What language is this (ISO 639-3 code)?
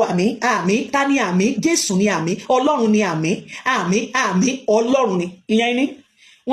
yor